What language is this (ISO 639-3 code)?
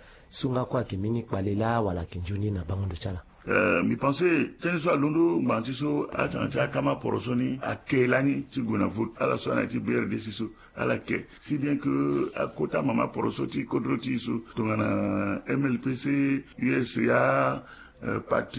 sag